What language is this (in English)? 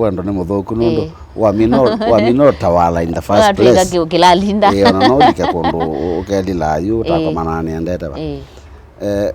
Kamba